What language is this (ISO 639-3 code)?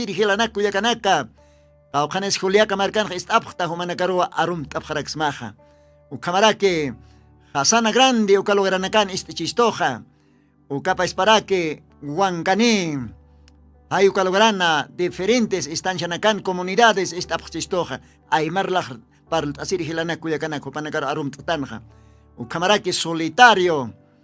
aym